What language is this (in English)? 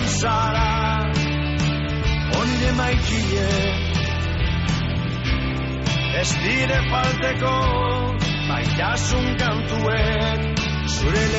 Basque